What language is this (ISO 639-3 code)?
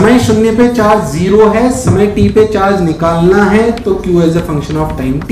hin